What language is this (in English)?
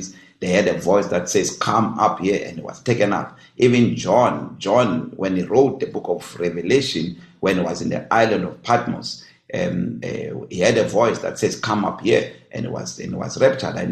English